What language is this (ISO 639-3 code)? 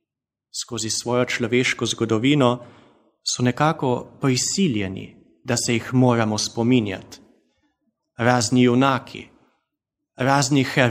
slv